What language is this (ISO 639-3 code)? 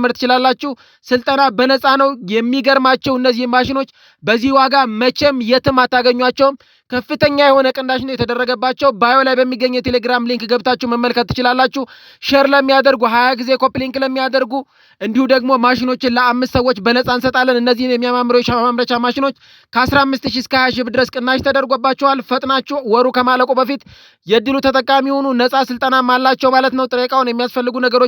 amh